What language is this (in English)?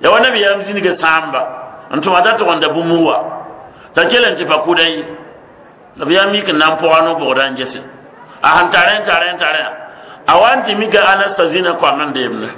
Mossi